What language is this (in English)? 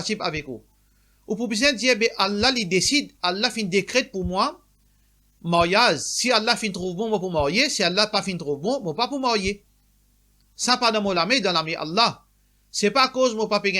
Morisyen